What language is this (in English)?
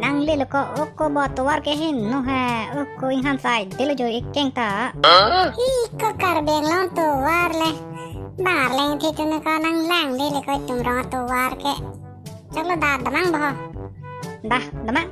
Karbi